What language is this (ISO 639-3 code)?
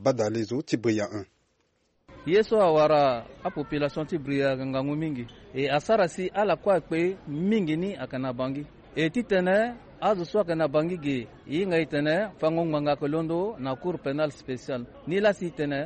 sag